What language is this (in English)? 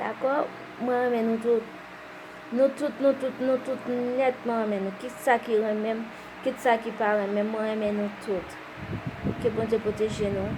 Haitian Creole